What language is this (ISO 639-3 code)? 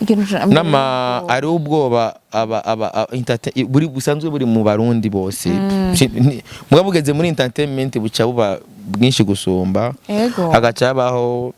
run